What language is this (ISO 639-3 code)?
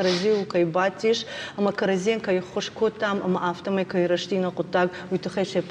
oss